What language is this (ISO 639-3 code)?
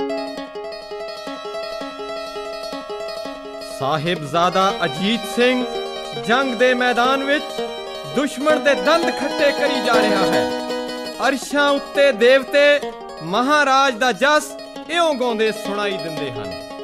pan